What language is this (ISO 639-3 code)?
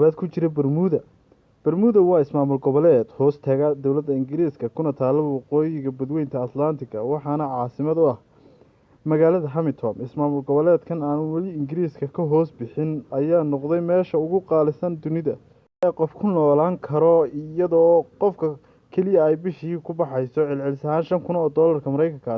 som